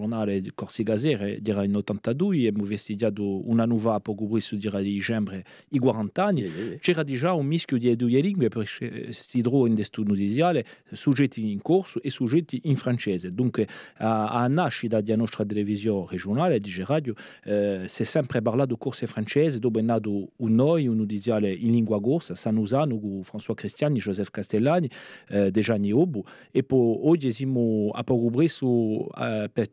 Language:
Corsican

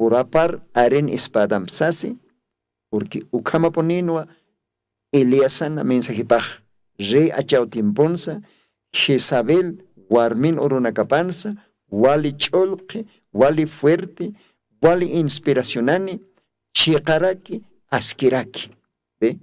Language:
Aymara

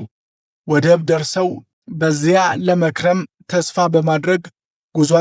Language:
Amharic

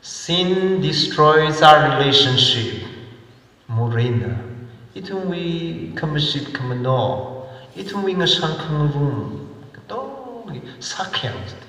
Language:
Tangkhul Naga (India)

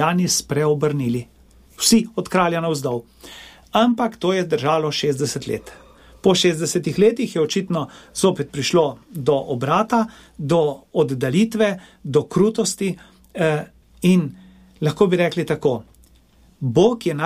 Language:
Slovenian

